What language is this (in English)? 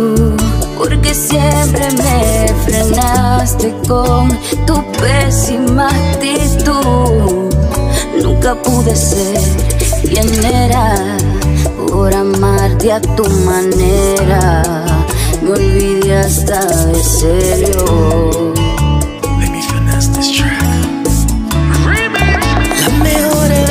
Spanish